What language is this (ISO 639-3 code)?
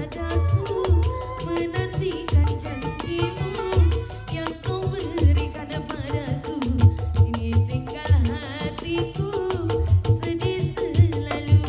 bew